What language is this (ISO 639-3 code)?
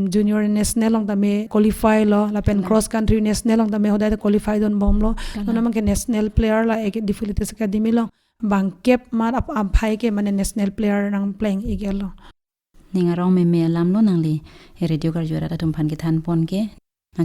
mjw